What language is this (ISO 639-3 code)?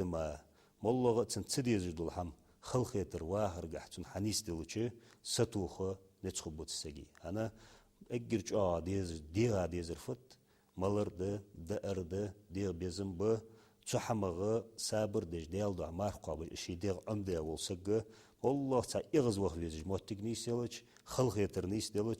inh